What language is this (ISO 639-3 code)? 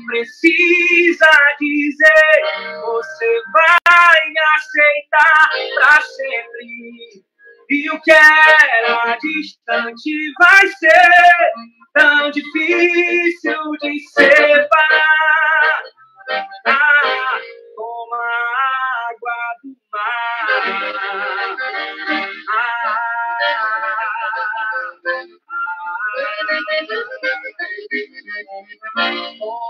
por